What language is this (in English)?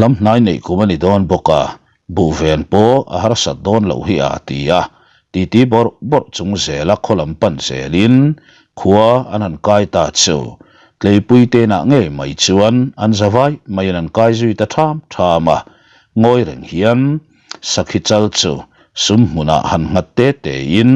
Mizo